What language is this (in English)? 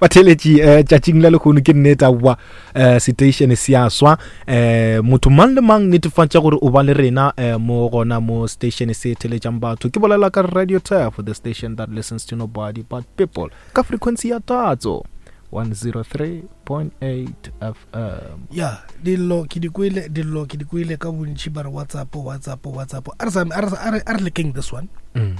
Northern Sotho